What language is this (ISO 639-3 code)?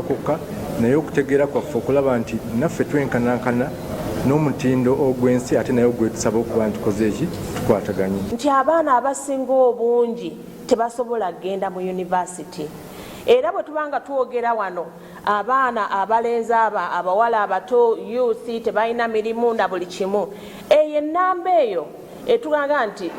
lug